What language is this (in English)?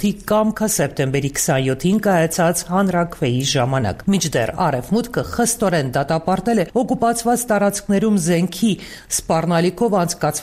Armenian